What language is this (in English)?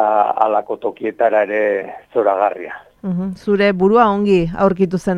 Basque